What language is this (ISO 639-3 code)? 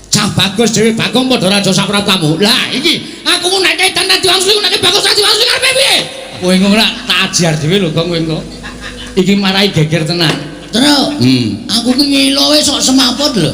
jav